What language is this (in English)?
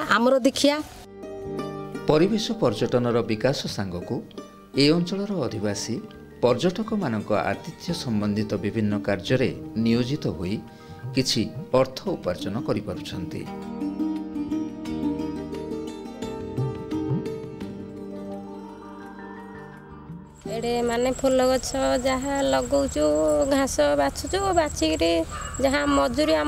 Odia